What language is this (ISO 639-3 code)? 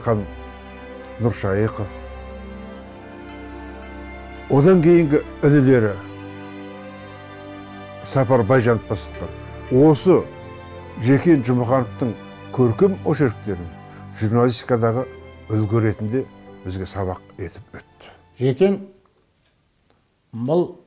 kaz